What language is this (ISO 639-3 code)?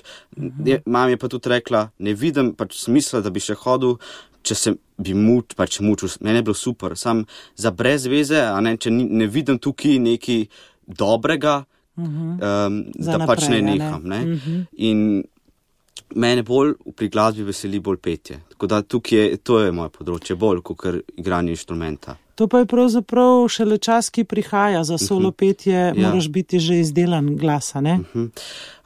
slv